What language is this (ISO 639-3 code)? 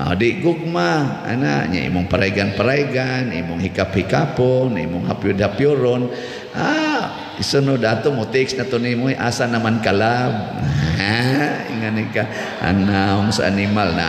ceb